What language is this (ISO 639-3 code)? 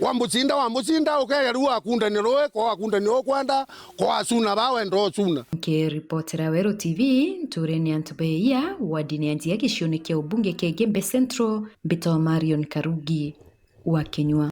mer